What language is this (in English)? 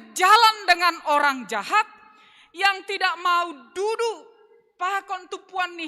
Batak Simalungun